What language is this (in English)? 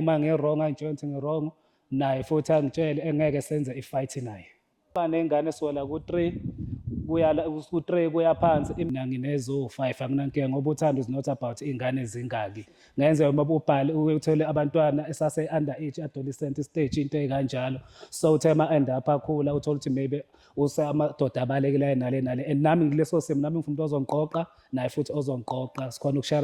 Zulu